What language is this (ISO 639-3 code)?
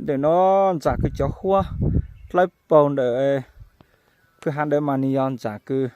hmn